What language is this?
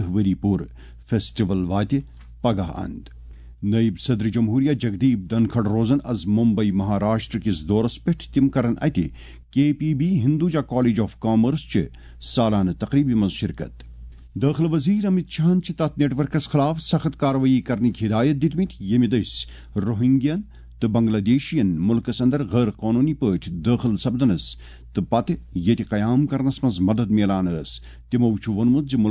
Kashmiri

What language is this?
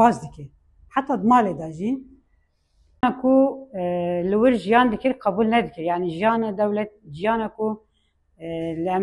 Kurdish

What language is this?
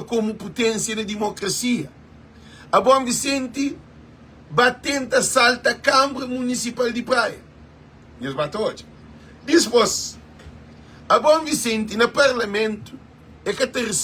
Kabuverdianu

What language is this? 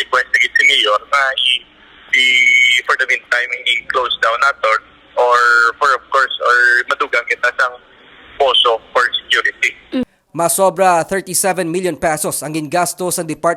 Hiligaynon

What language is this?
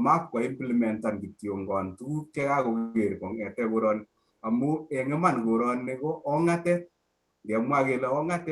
Kalenjin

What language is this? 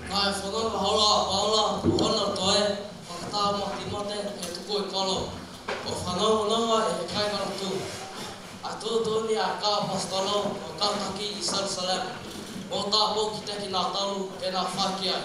Tongan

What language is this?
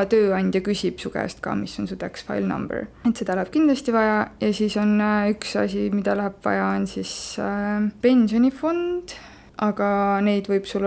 Estonian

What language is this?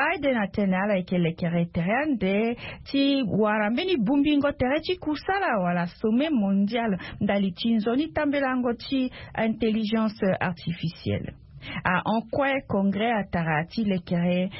Sango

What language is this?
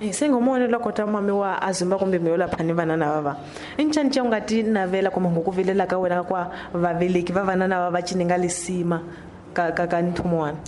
Tsonga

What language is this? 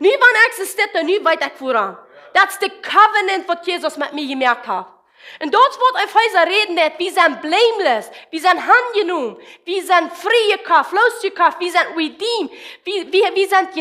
Plautdietsch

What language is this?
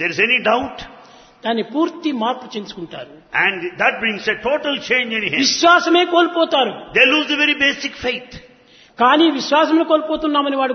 Telugu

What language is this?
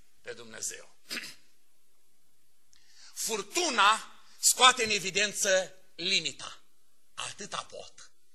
Romanian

